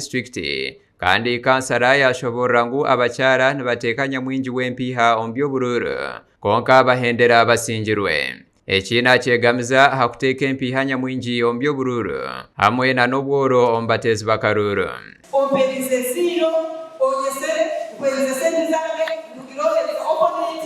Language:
Nyankole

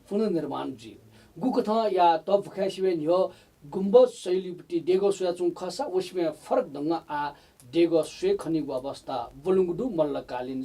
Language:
Newari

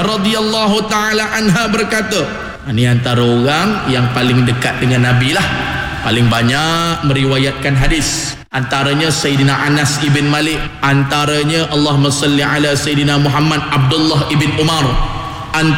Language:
Malay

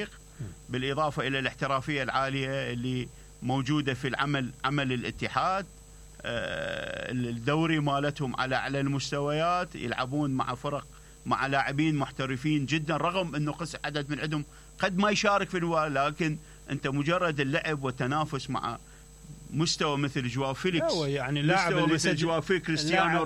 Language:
Mesopotamian Arabic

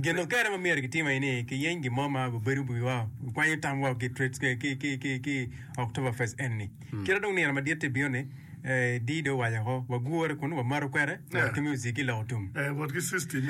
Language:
Acoli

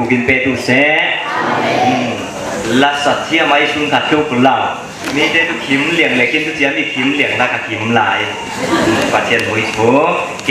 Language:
Falam Chin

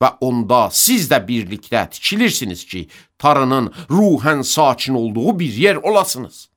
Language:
Azerbaijani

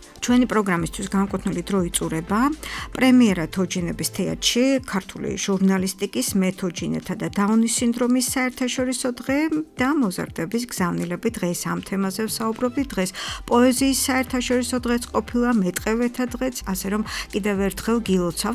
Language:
Georgian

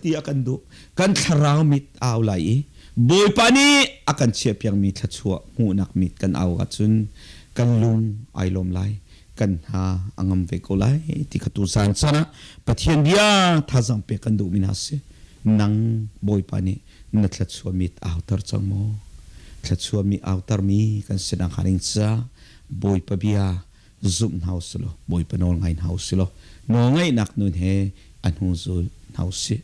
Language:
Hakha Chin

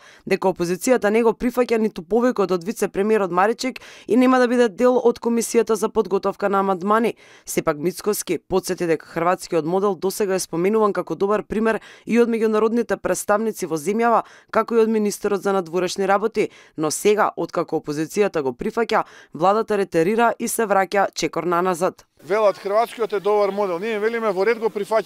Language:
Macedonian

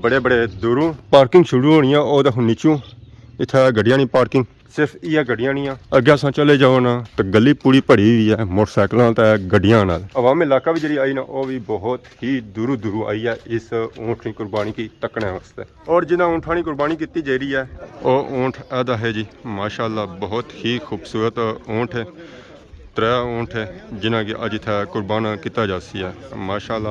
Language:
Pahari-Potwari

